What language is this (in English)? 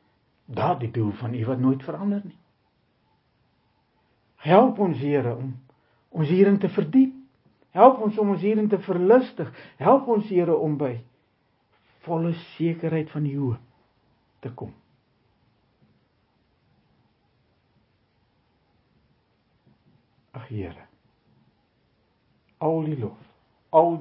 Afrikaans